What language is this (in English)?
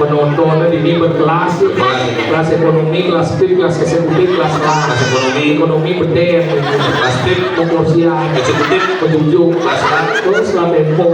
Balinese